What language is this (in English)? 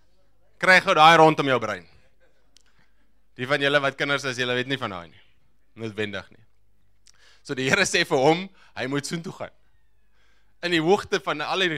Afrikaans